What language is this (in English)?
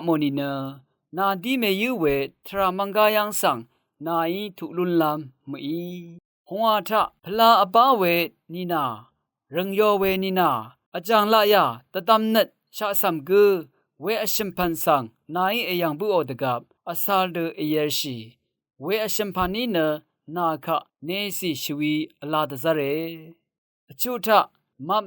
Rawang